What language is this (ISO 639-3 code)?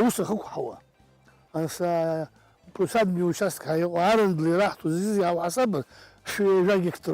abk